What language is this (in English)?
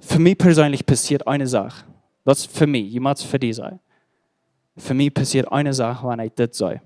Plautdietsch